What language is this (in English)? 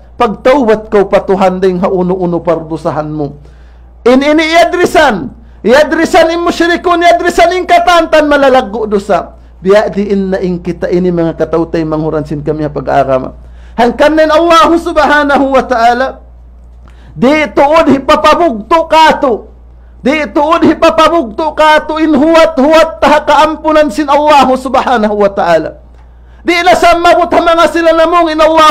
Tausug